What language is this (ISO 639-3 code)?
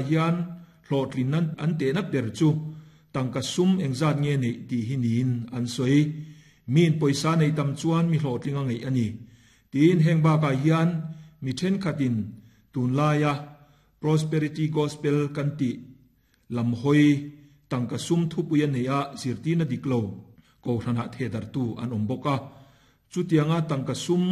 lus